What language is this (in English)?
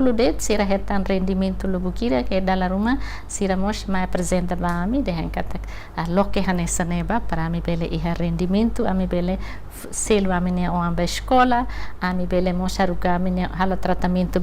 Tetum